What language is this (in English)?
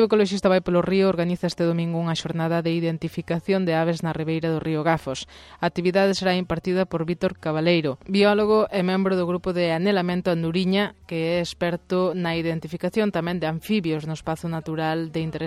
Galician